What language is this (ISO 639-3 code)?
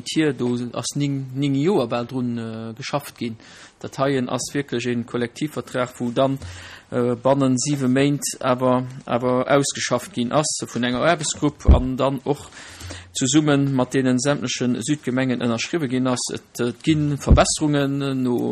ltz